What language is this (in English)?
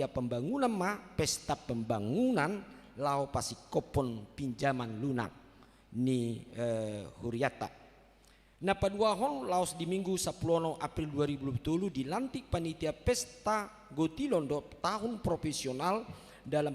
Batak Toba